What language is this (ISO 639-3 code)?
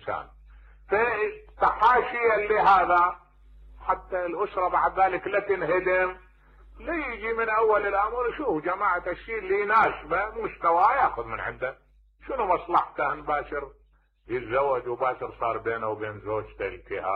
acm